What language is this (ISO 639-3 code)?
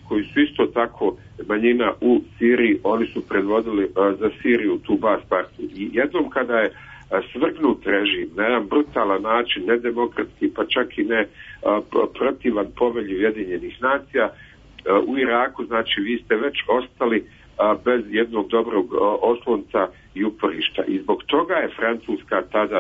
srp